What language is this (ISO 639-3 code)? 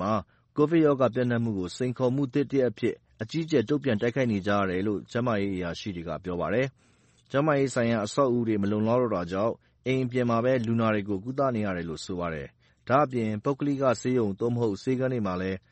mya